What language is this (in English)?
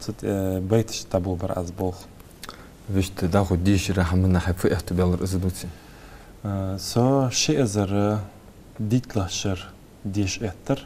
Ingush